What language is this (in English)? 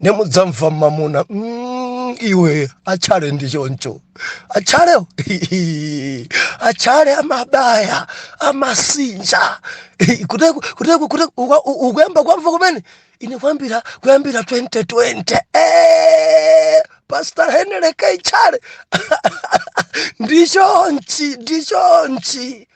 Nyanja